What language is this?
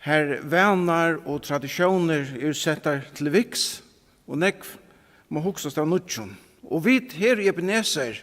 Faroese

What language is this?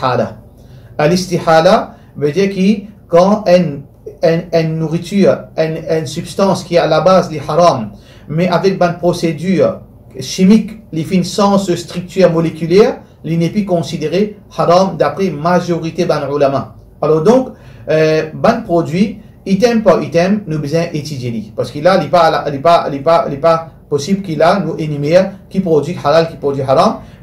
Morisyen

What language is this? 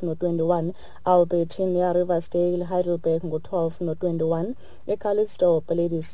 Xhosa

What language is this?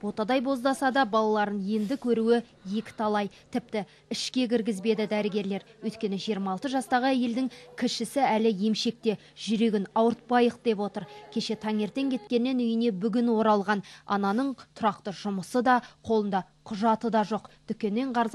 Kazakh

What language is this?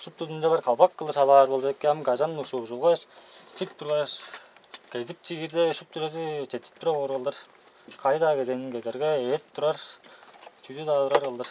Tuvinian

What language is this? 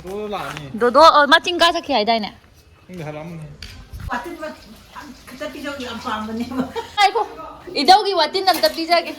Manipuri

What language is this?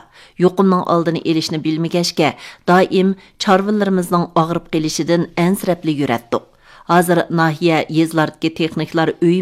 Uyghur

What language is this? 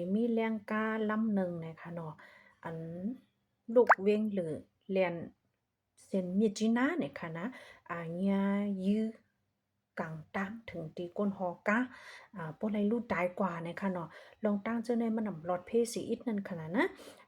Shan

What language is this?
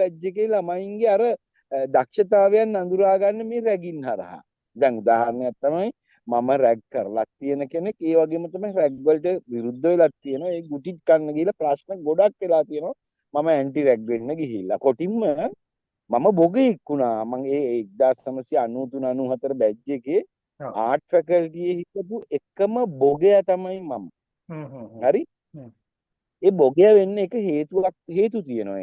Sinhala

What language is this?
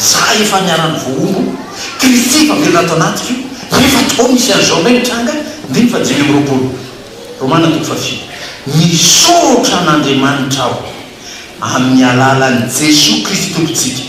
Malagasy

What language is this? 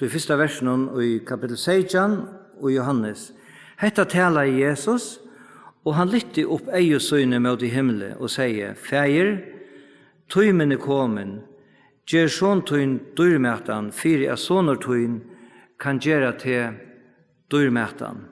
Faroese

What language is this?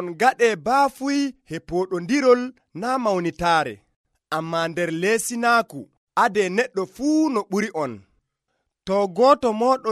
Nigerian Fulfulde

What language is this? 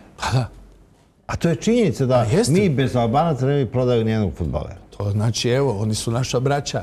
Serbian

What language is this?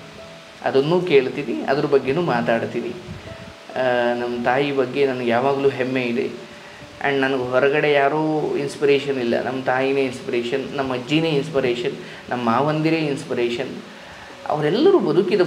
Kannada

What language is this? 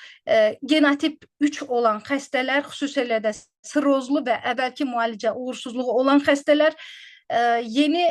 Azerbaijani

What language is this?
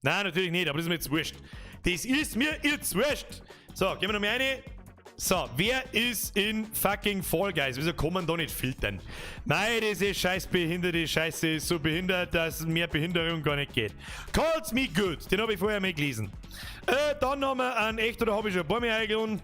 Bavarian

